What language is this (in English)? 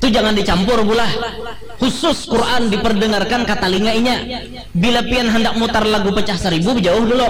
Banjar